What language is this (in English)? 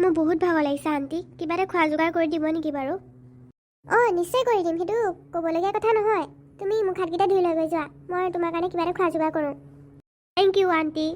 Assamese